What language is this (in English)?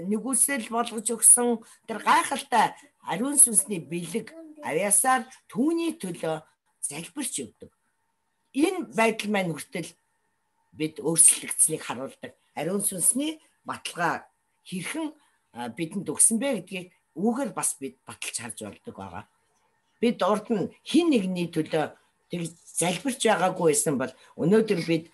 Mongolian